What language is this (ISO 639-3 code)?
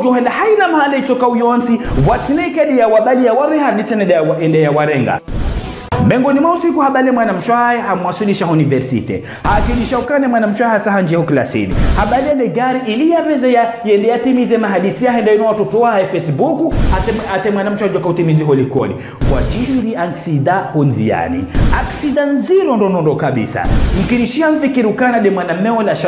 zdj